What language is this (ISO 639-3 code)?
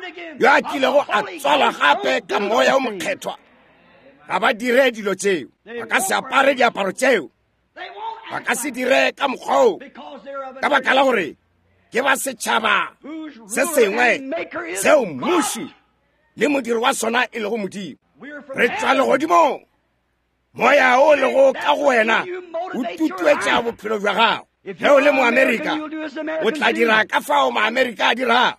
nso